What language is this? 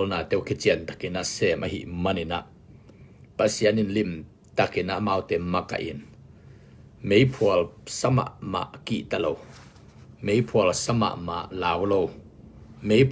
Tedim Chin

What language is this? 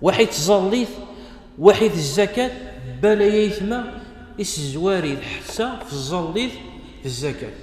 Kabyle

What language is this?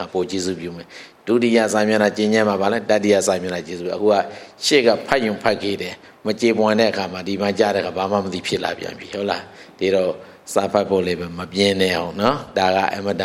Burmese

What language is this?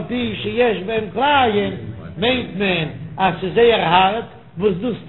Yiddish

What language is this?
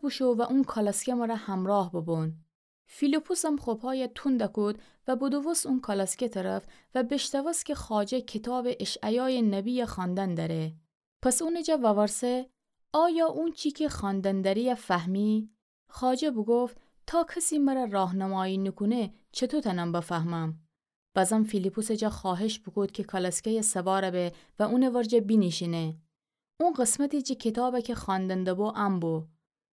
Gilaki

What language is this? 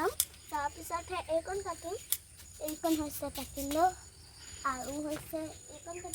Assamese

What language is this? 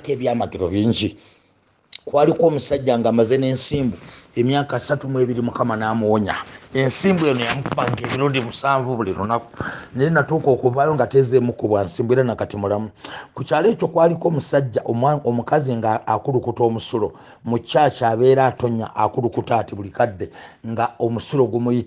Ganda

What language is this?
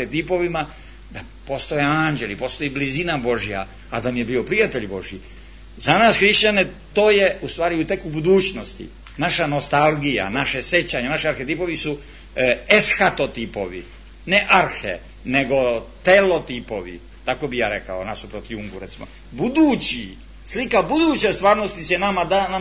Serbian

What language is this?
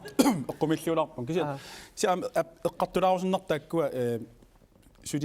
Kalaallisut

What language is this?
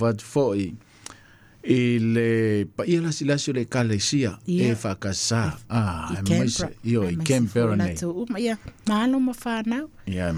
Samoan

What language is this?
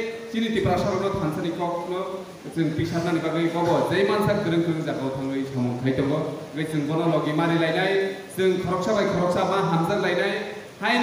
Kok Borok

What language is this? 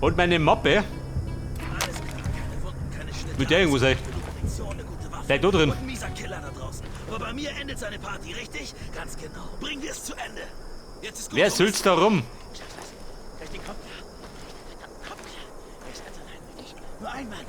Bavarian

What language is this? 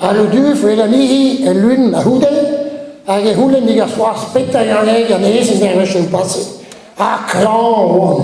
Breton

